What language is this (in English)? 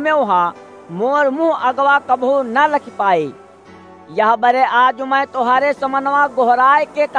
Awadhi